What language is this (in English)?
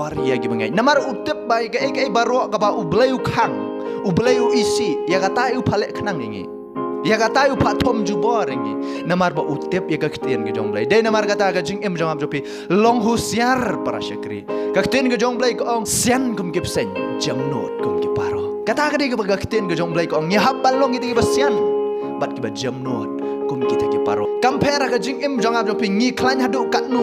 Khasi